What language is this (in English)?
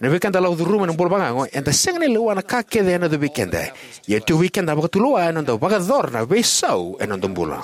Fijian